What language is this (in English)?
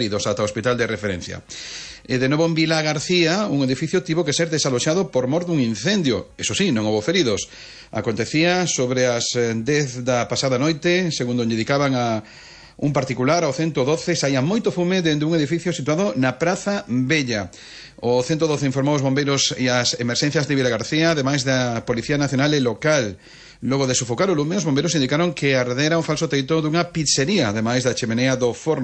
Galician